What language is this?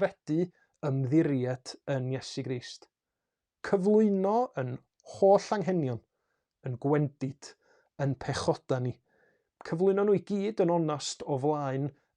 Welsh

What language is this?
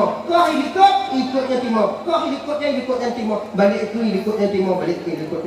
Achinese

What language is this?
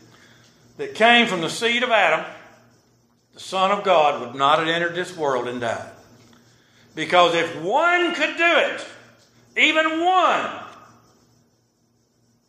English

